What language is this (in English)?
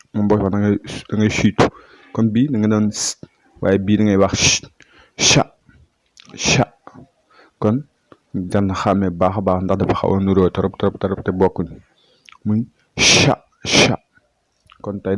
Wolof